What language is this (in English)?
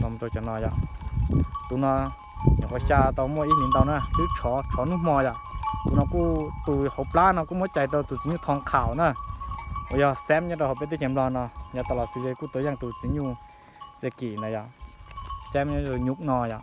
Hmong